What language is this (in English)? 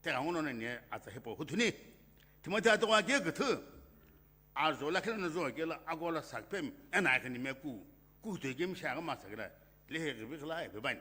Sumi Naga